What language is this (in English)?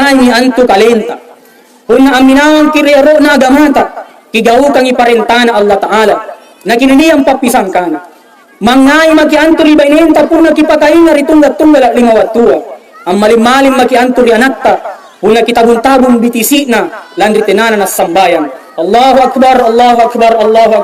Makasar